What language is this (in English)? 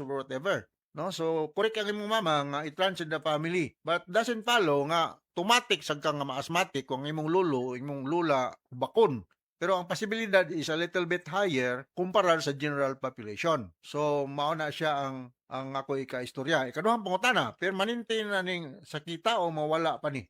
Cebuano